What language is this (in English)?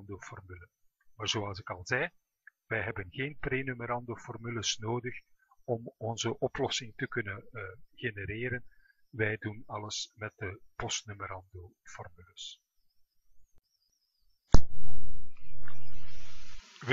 Dutch